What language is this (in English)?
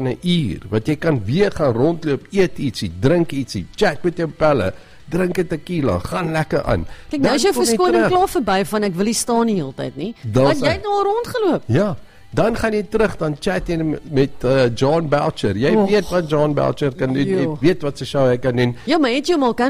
Afrikaans